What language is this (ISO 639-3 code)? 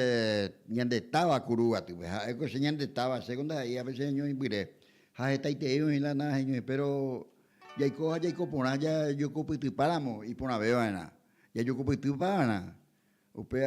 grn